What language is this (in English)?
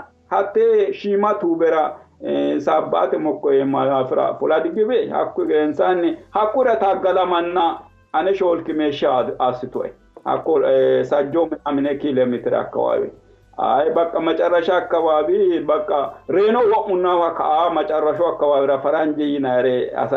Sidamo